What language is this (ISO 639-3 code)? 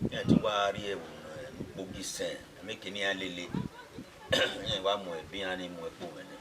bin